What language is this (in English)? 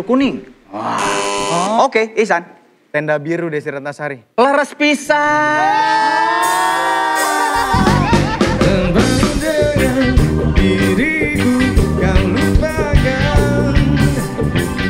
Indonesian